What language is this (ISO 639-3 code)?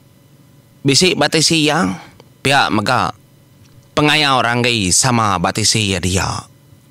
iba